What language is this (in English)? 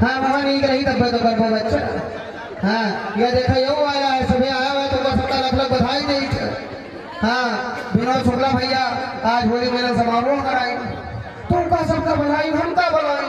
Awadhi